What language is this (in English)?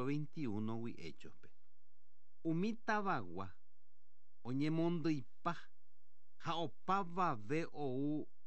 Guarani